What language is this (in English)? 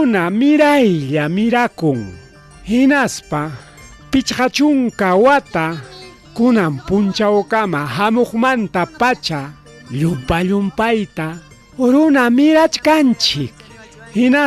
Ayacucho Quechua